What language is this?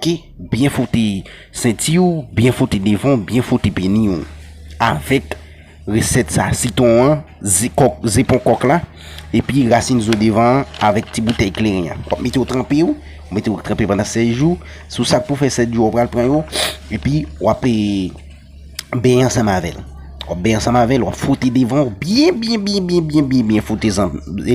Haitian Creole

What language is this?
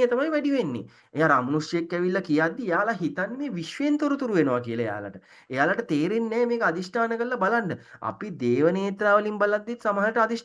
Sinhala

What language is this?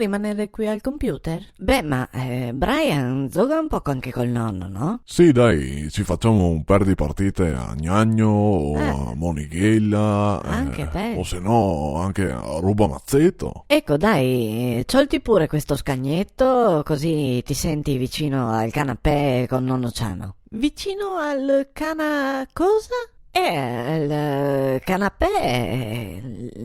Venetian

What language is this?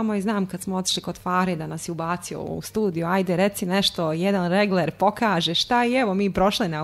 Bosnian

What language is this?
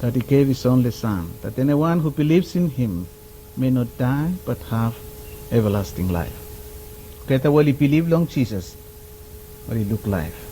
Bislama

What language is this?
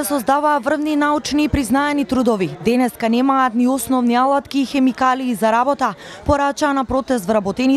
Macedonian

